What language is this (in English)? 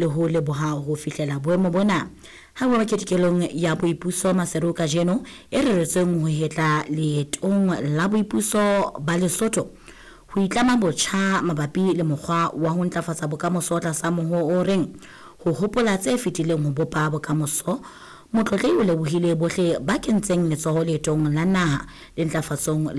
Southern Sotho